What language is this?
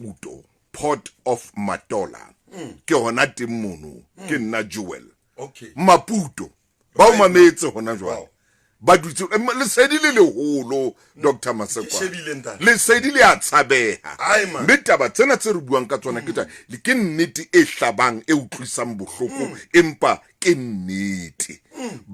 Southern Sotho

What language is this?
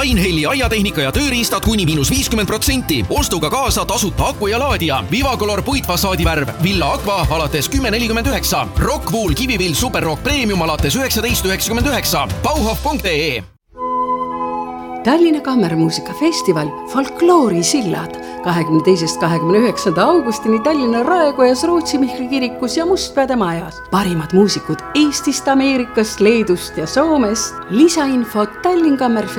Estonian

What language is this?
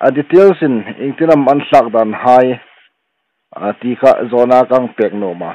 Hmar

